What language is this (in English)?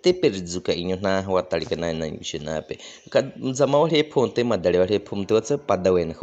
Baniwa